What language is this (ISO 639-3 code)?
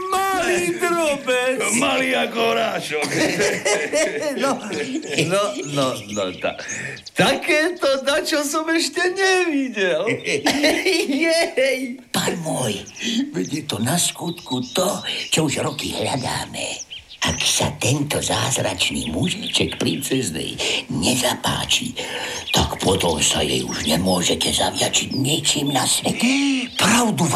slk